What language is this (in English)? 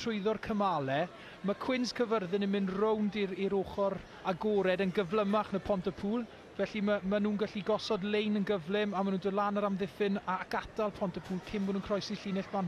Welsh